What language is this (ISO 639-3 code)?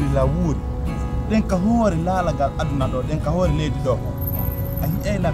fuf